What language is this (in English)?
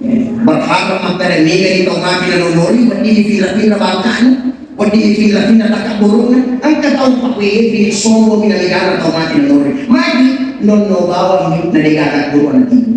Buginese